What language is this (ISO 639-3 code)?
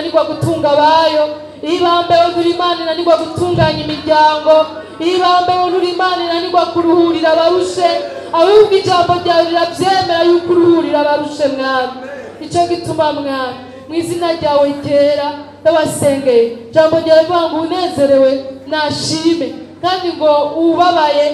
run